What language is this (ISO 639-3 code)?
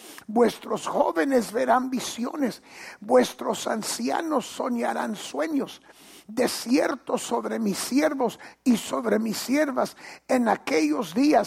spa